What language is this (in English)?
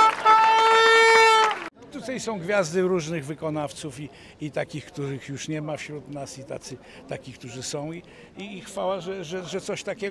Polish